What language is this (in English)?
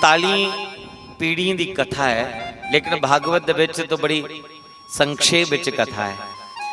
Dogri